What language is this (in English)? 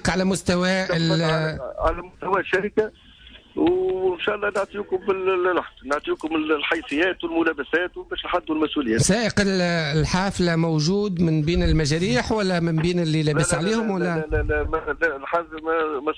Tunisian Arabic